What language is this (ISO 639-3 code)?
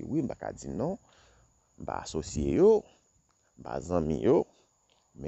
hat